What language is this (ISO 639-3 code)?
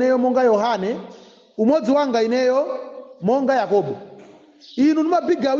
nya